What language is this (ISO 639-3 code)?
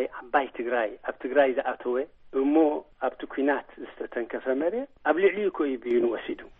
tir